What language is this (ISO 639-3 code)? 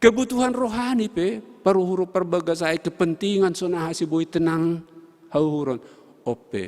bts